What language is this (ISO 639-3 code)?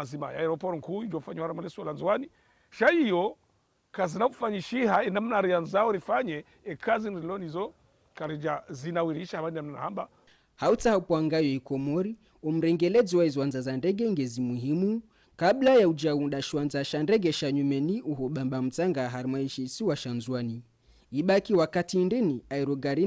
zdj